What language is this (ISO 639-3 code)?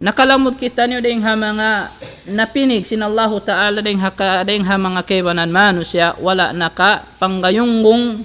tsg